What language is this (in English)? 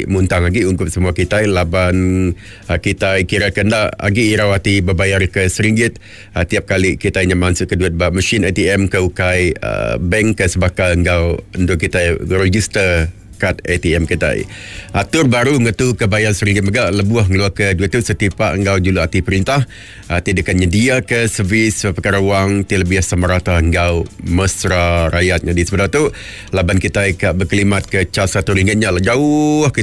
Iban